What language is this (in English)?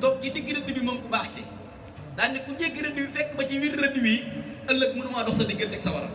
Wolof